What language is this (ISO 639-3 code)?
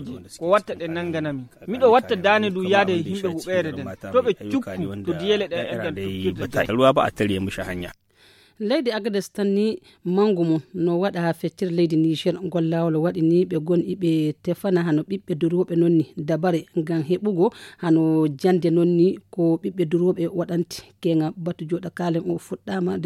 fuv